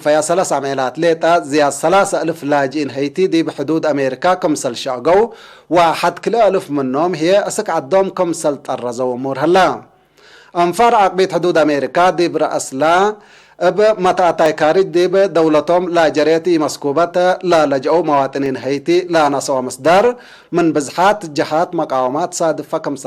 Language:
Tigre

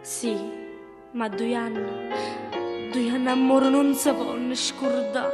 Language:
Neapolitan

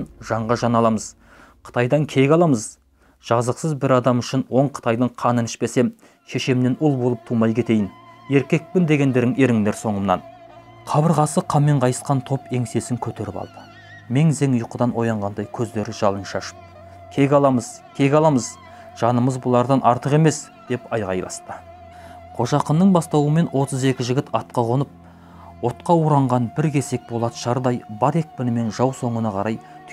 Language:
Kazakh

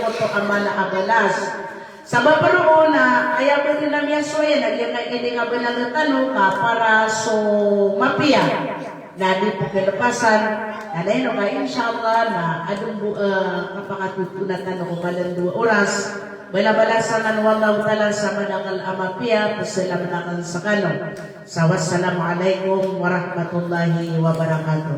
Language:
Maranao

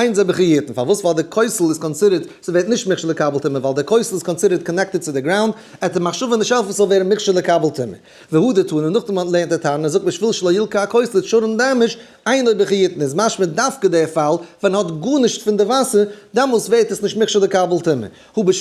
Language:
Yiddish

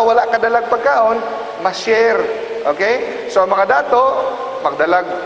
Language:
Cebuano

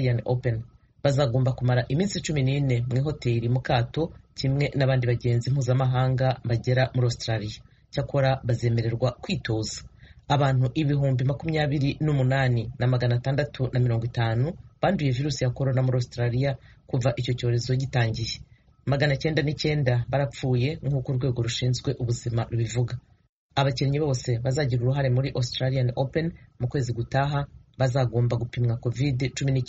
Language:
Kinyarwanda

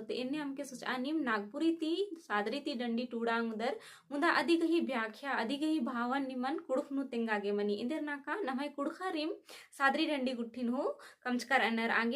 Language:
Kurukh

